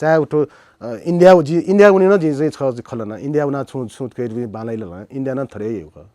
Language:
Newari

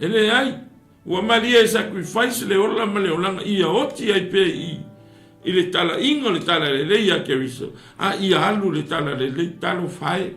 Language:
Samoan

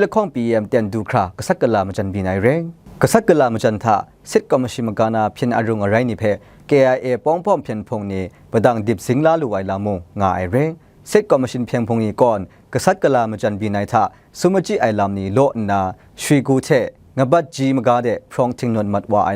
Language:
Kachin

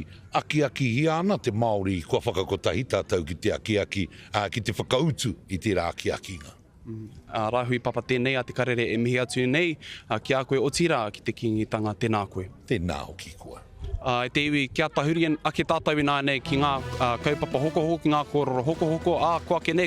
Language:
Māori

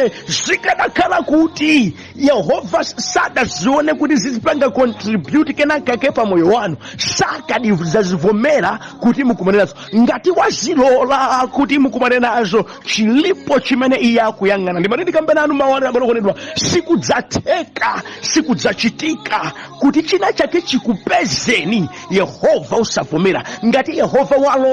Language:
Nyanja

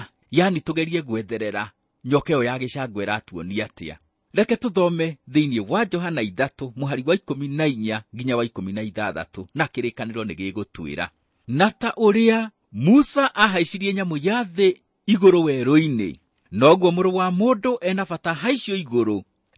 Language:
Kikuyu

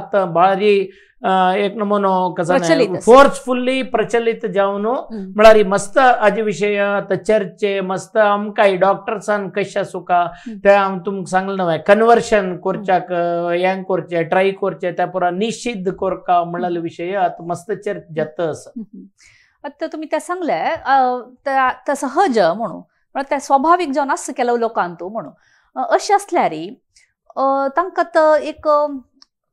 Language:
Konkani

